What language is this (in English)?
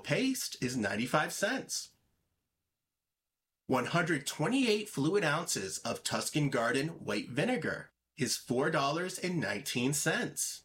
English